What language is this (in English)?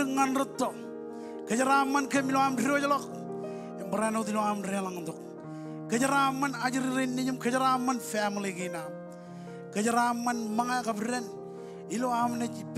Marshallese